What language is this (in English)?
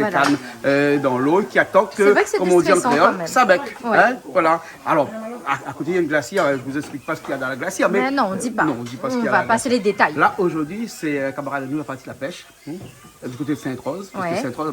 Réunion Creole French